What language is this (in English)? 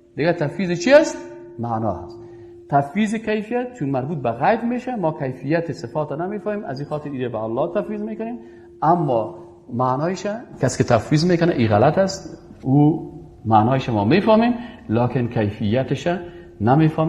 Persian